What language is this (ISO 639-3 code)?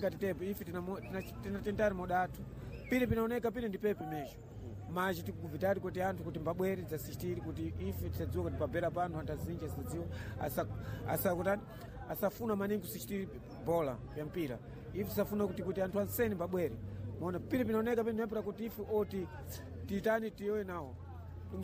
seh